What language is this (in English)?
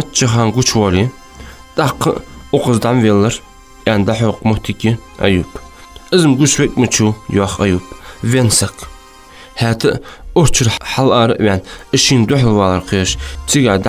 Ingush